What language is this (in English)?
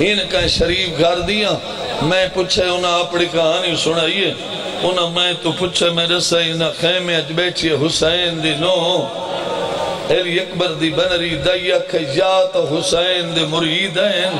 Saraiki